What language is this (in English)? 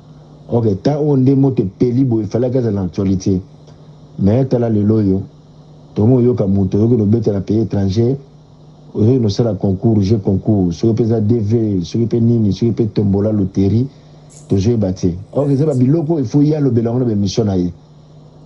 Lingala